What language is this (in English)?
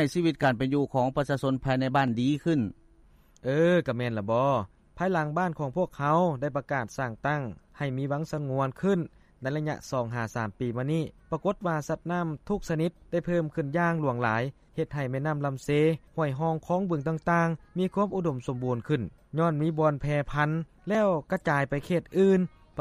Lao